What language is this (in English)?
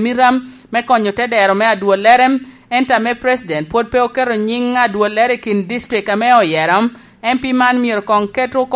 Lango (Uganda)